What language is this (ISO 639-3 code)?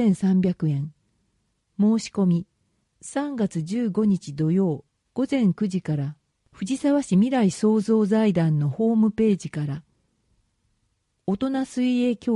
jpn